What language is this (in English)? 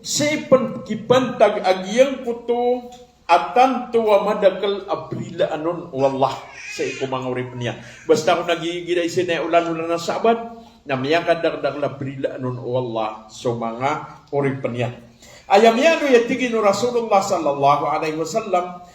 Maranao